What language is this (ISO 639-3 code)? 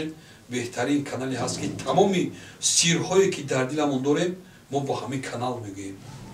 tgk